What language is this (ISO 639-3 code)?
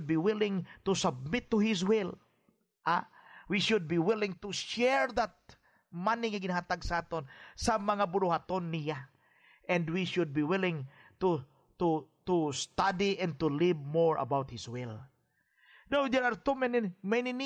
hil